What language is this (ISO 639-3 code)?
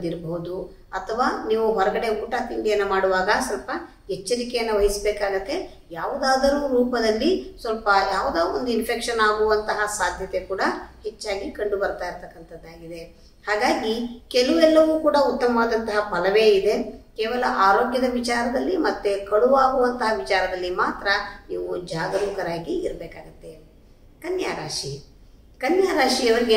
kan